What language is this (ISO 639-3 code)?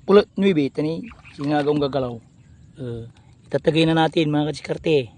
pag